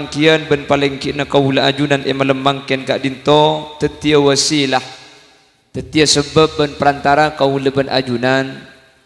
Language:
Madurese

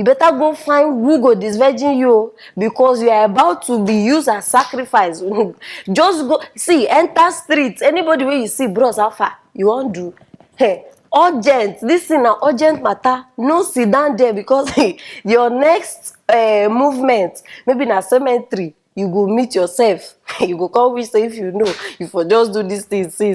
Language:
Nigerian Pidgin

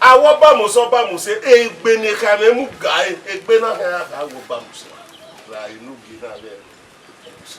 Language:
Bini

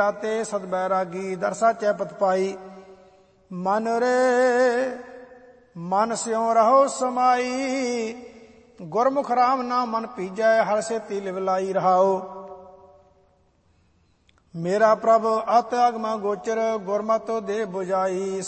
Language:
Punjabi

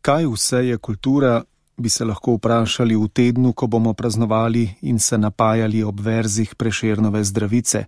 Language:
Slovenian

